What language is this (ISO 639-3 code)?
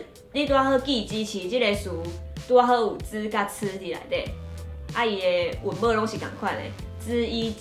nan